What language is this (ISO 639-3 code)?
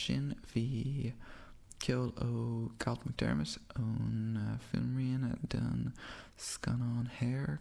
gle